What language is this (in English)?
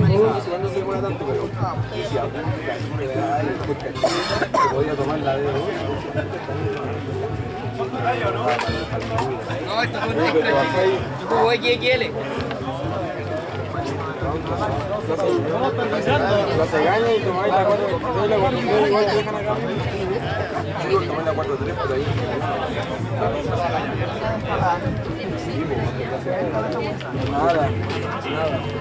Spanish